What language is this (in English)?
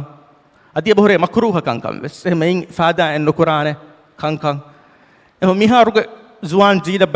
Divehi